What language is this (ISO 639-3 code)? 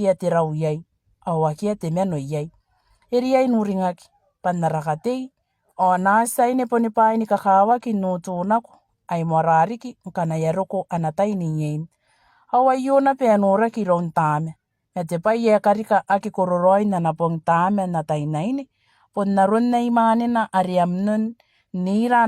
gil